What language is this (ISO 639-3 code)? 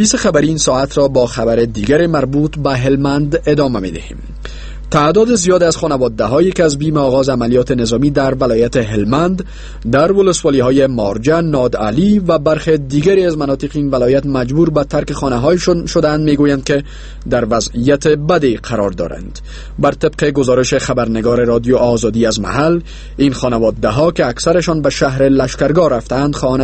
fas